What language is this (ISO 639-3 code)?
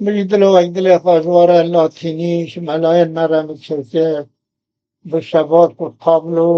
kur